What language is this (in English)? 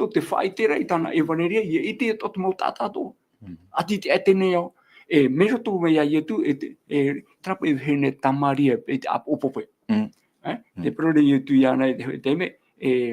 Tahitian